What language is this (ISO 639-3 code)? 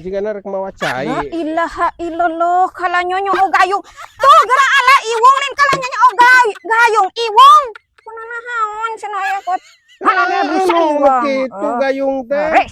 sun